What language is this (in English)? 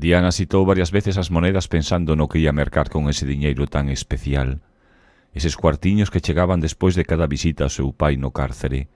Galician